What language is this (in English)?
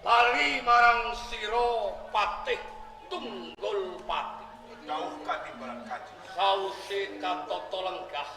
Javanese